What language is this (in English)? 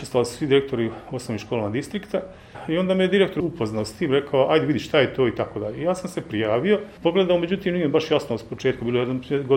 Bosnian